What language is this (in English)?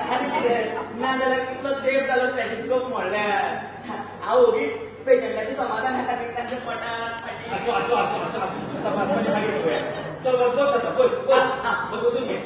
Konkani